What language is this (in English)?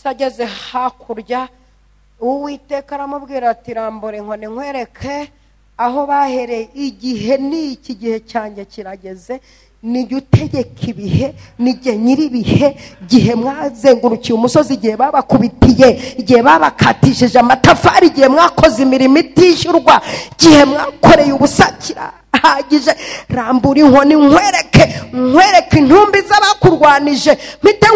Kinyarwanda